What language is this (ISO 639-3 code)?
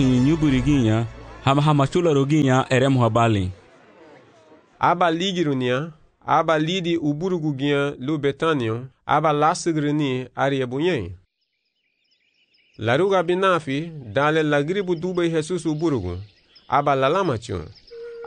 cab